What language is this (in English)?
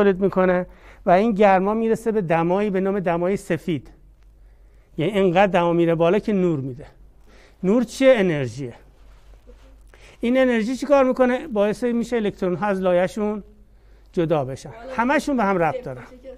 Persian